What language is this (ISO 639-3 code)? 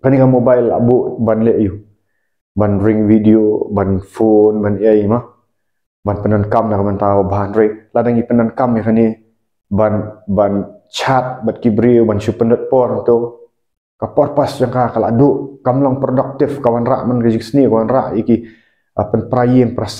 kha